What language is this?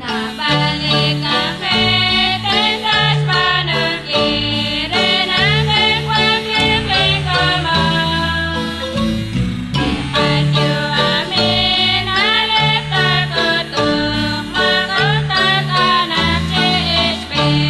Kekchí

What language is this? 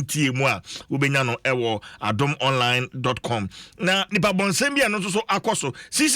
Akan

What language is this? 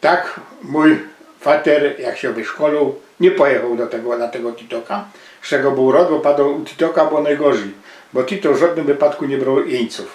Silesian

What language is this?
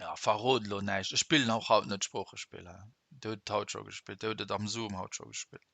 Luxembourgish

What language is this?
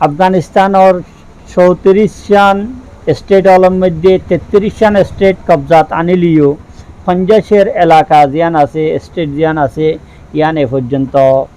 Rohingya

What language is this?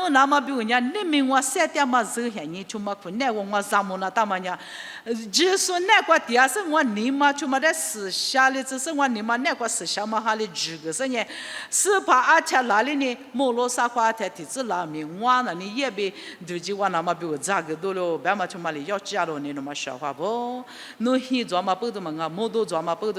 Lisu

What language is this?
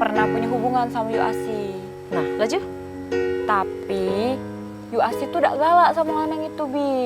Musi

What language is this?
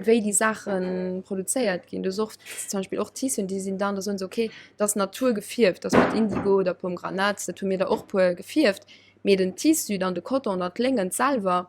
Luxembourgish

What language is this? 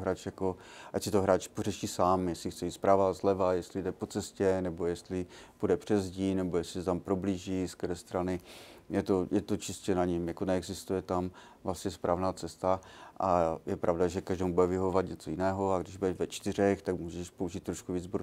Czech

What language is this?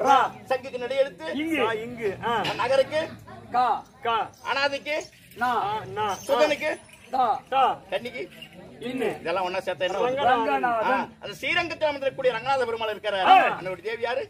Tamil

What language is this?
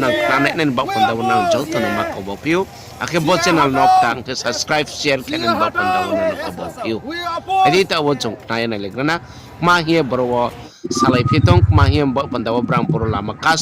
Riang (India)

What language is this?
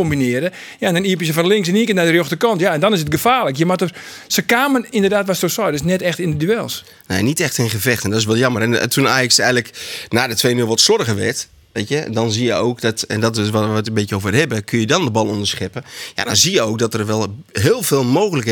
Western Frisian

